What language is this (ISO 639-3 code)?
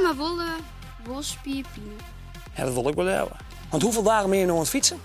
fry